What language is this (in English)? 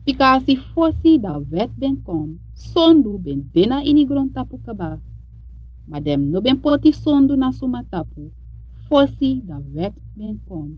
Sranan Tongo